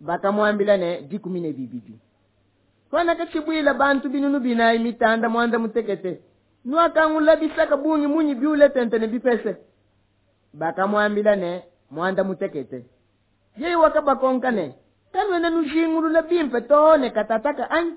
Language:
Luba-Lulua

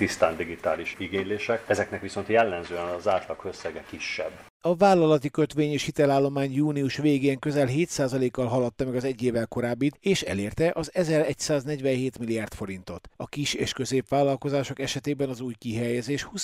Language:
Hungarian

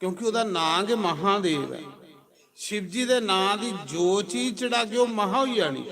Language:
Dogri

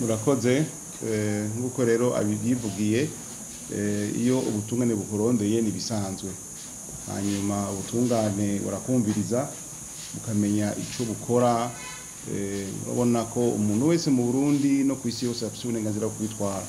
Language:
Rundi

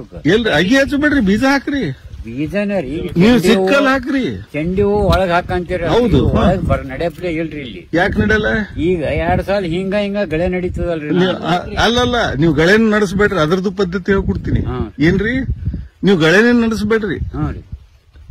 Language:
Kannada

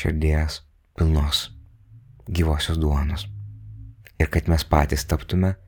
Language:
Lithuanian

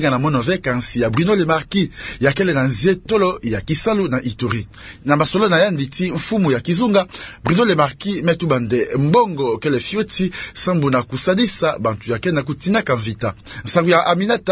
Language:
Kituba (Democratic Republic of Congo)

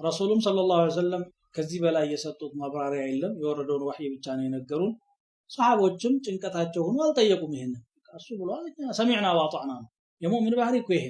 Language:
Amharic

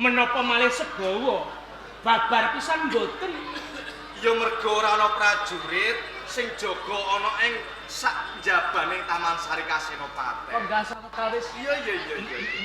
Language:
Javanese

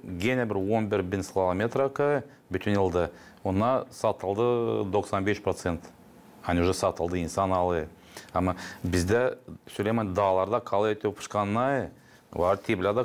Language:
Gagauz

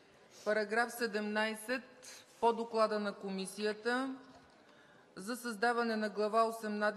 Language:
Bulgarian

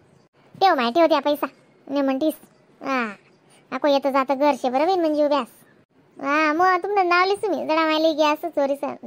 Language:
Khandesi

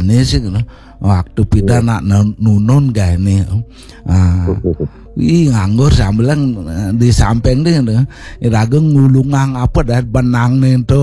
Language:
Balinese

